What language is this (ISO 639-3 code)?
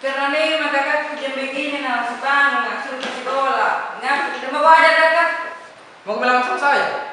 mfp